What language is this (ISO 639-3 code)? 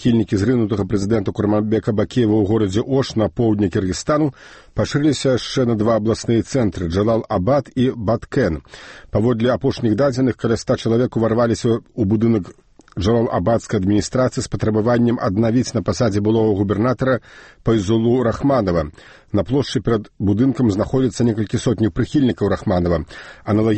bel